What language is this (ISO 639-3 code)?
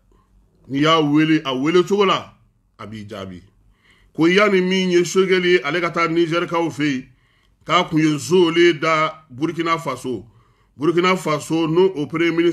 bam